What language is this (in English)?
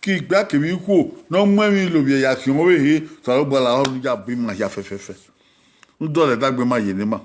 Bini